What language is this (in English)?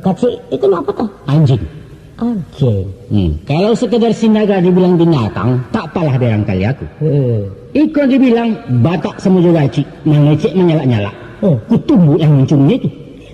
Minangkabau